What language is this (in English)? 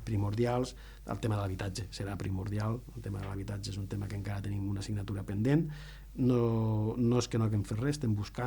Catalan